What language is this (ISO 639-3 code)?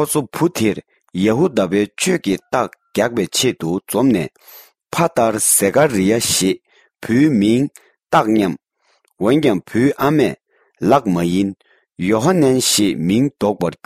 bod